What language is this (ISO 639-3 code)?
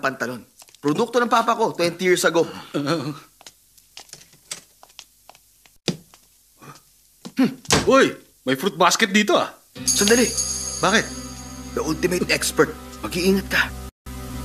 fil